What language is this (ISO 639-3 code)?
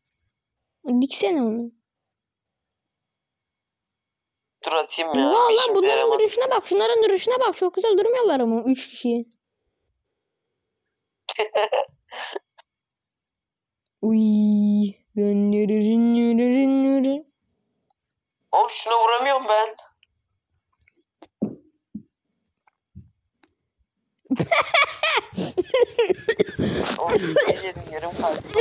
tur